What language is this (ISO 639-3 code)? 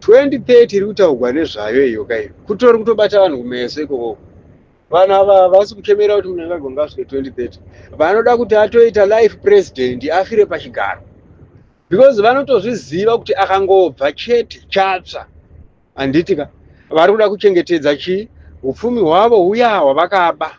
sna